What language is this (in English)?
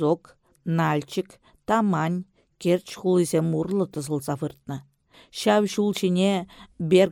Chuvash